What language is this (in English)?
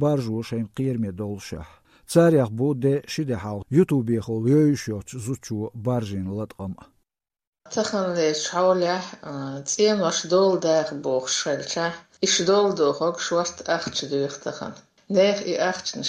Chechen